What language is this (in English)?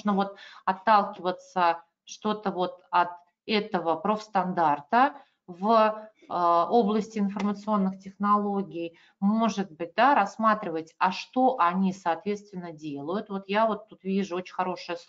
Russian